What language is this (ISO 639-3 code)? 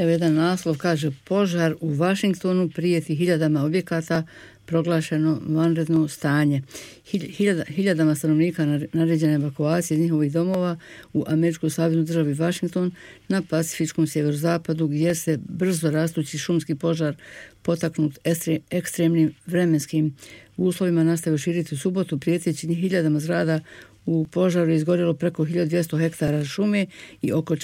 bos